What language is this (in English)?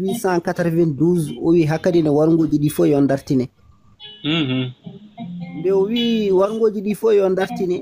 Fula